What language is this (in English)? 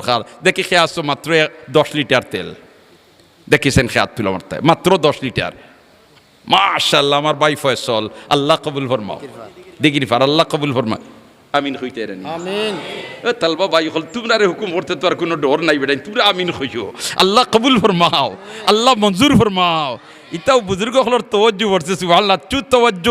Sylheti